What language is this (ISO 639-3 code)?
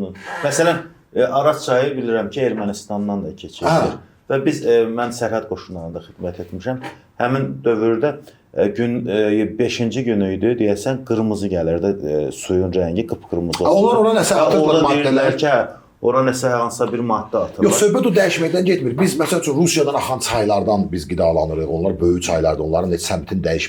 aze